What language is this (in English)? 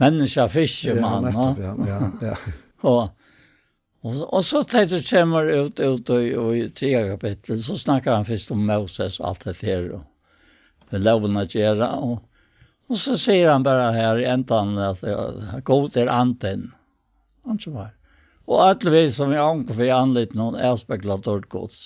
Faroese